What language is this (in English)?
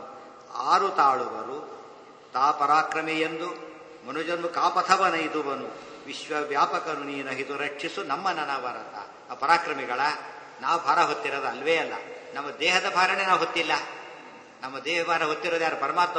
Kannada